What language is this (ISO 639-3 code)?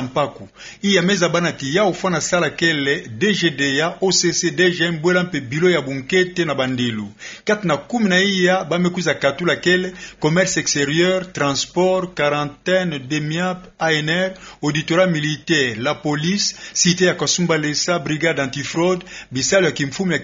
ktu